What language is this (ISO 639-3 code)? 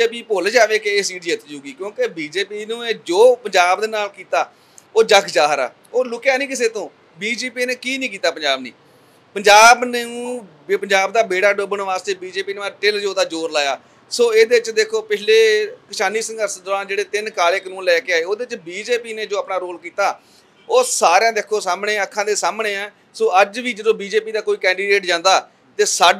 pan